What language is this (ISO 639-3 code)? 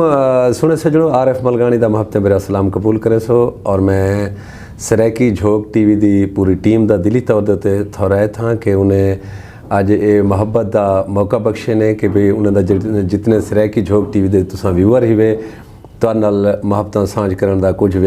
skr